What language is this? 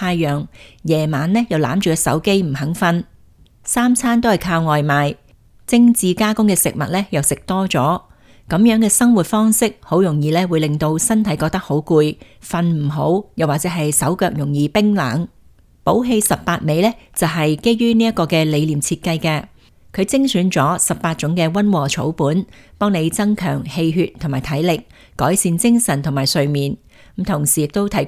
Cantonese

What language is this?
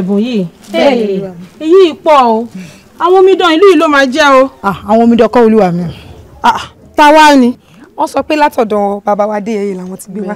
Yoruba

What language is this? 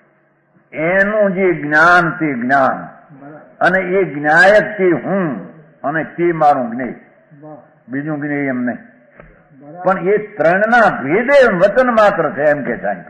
Gujarati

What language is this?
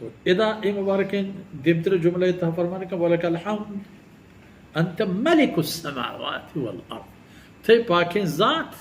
Baluchi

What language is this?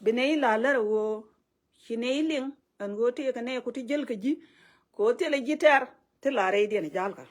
Nuer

